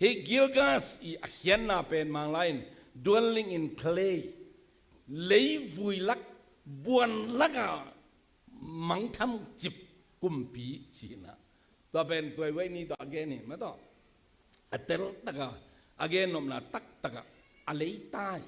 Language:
Tedim Chin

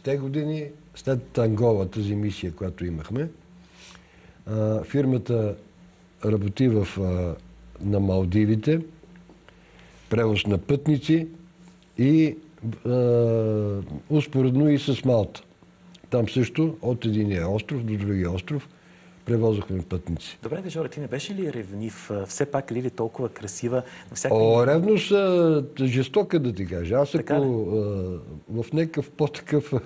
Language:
Bulgarian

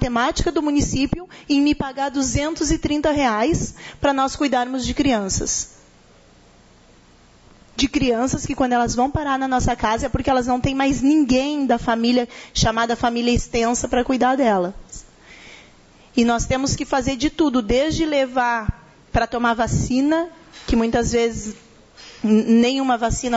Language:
Portuguese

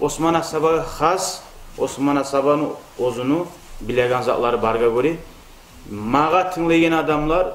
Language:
Kumyk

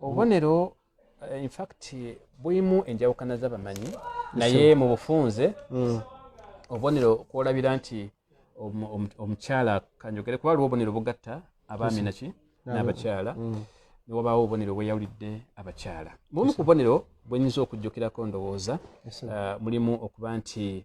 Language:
Ganda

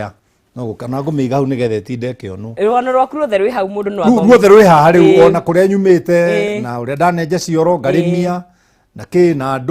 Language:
Kikuyu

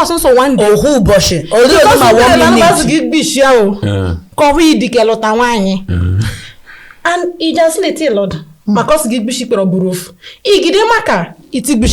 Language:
Igbo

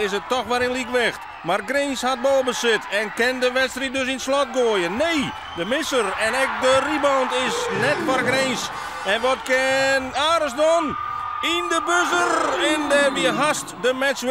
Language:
Western Frisian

